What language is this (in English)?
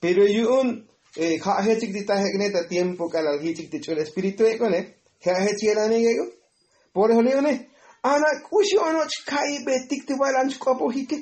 Tzotzil